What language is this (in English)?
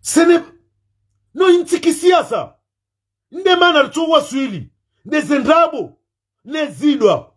Ngazidja Comorian